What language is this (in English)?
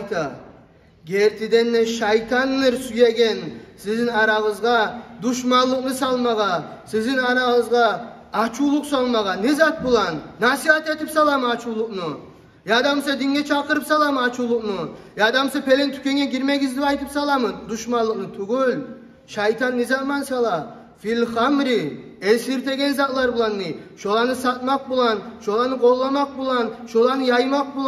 Kumyk